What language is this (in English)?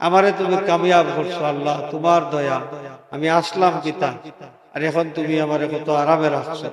Sylheti